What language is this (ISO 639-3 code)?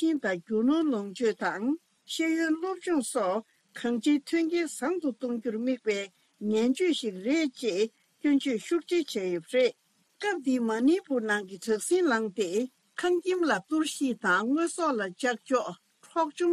bod